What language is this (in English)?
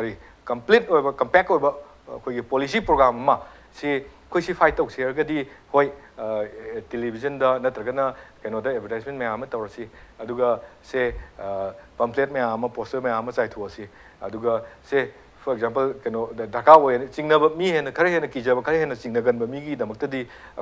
Manipuri